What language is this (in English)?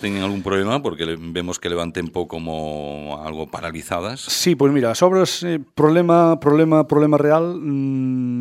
Galician